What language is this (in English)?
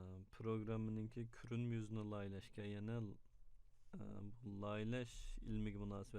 Uyghur